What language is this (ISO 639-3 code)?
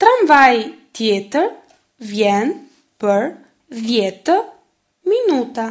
sqi